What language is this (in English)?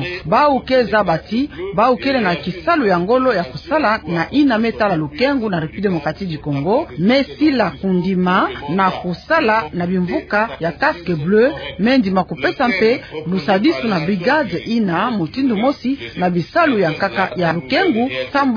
Kituba (Democratic Republic of Congo)